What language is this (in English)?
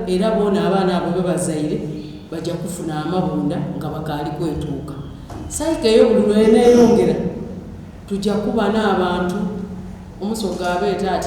Soga